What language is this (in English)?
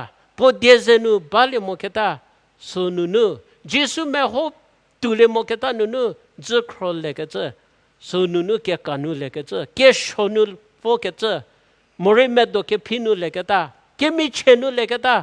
Angami Naga